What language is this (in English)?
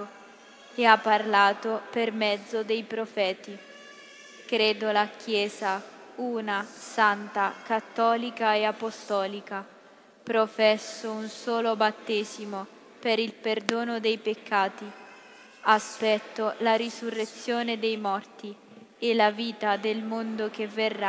Italian